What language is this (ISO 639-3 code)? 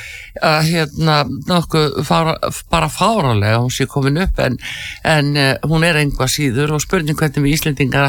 isl